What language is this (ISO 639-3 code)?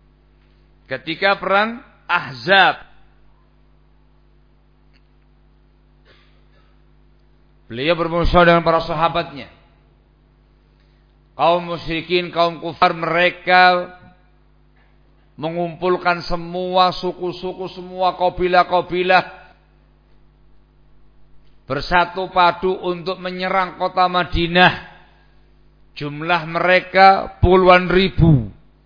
ind